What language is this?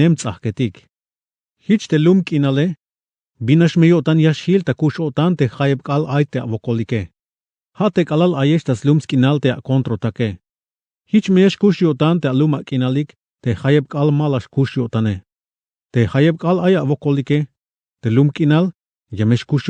Tzeltal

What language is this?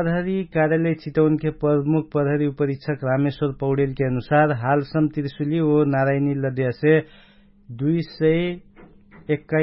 Dangaura Tharu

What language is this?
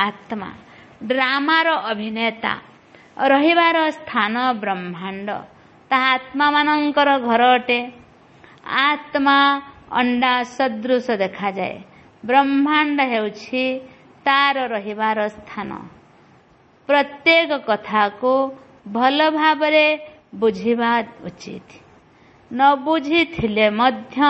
Odia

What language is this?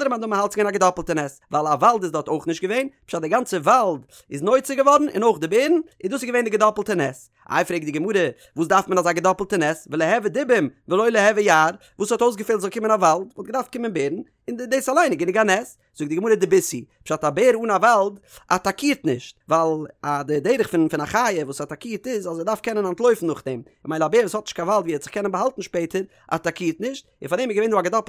Yiddish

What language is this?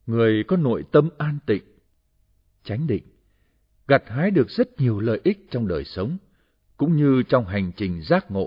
Vietnamese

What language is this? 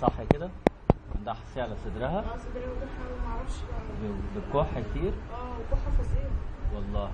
Egyptian Arabic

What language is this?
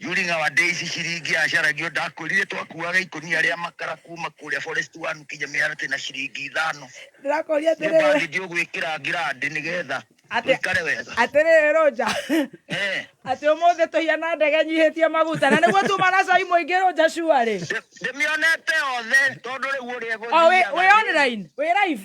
Kikuyu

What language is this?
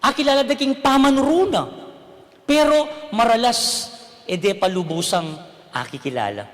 Pampanga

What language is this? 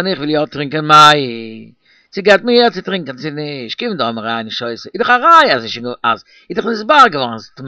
Yiddish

